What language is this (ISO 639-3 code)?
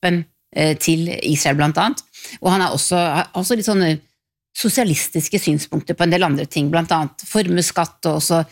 nor